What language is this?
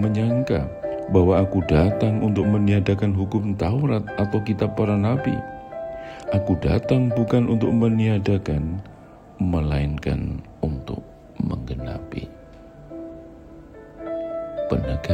Indonesian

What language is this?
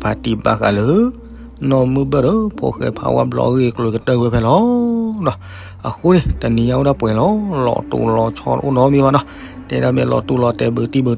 S'gaw Karen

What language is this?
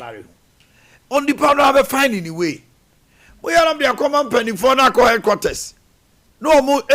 Akan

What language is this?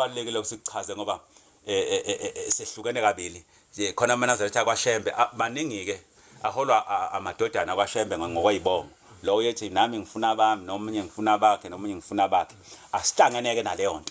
Zulu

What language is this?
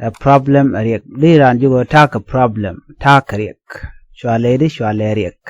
Nuer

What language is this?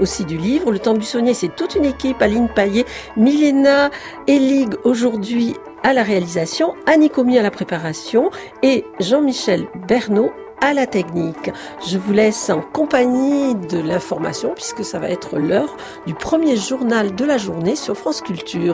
French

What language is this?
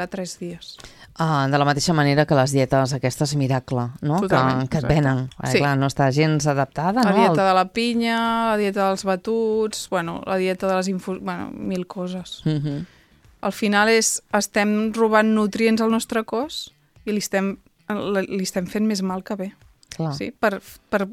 Catalan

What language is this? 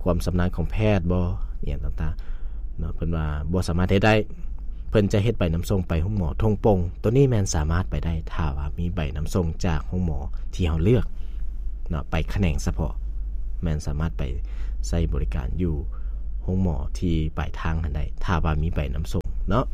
Lao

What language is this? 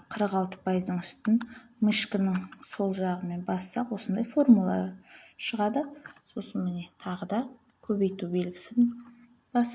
Kazakh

